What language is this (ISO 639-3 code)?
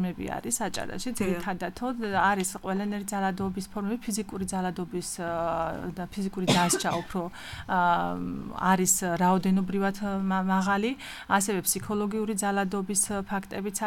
kat